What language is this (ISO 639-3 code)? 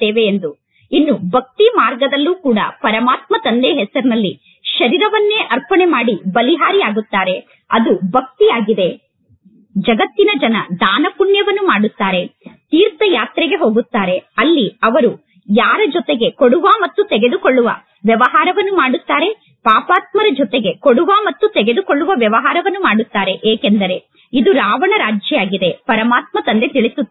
kan